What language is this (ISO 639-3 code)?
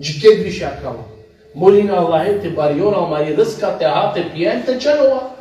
rmn